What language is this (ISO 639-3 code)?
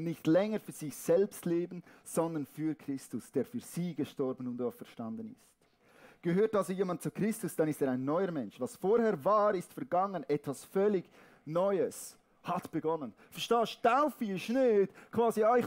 gsw